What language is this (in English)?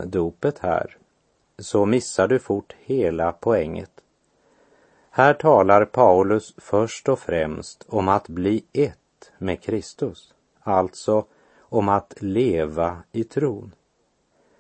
Swedish